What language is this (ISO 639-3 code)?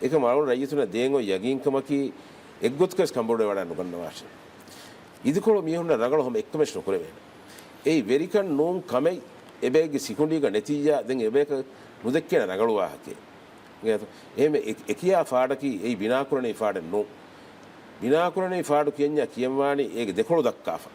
div